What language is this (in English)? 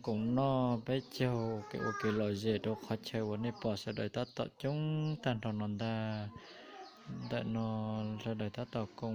Hmong